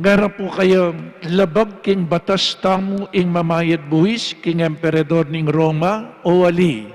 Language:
Pampanga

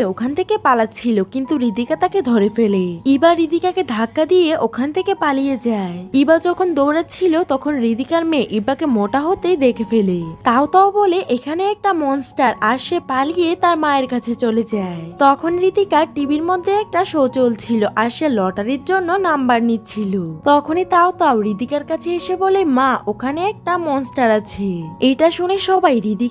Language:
Bangla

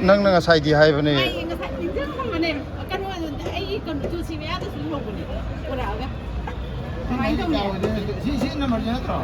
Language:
Manipuri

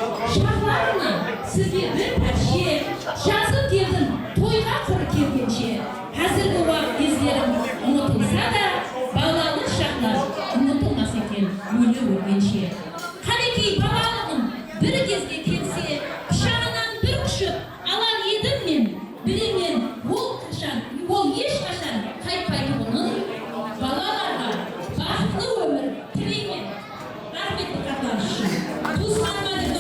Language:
Kara-Kalpak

